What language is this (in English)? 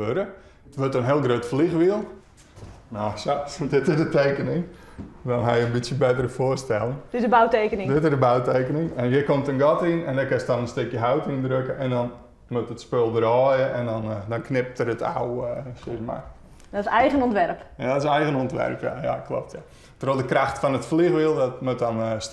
Western Frisian